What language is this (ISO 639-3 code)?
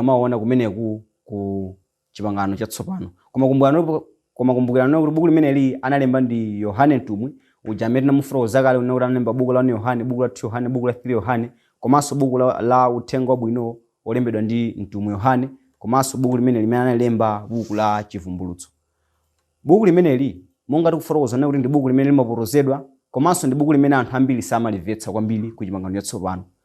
nya